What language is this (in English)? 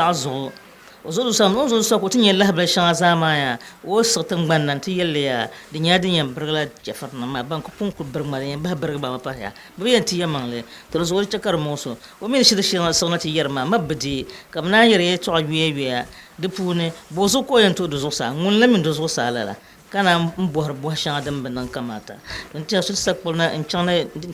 Dagbani